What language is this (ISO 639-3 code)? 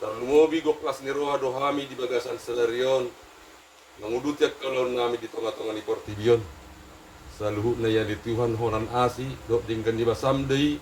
bbc